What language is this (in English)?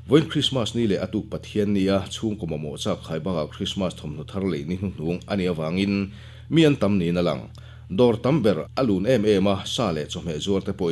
Mizo